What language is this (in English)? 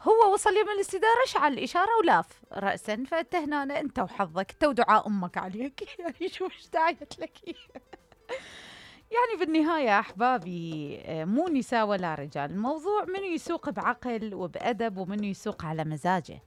Mesopotamian Arabic